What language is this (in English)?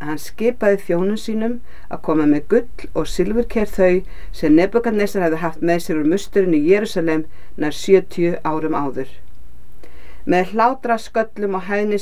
Icelandic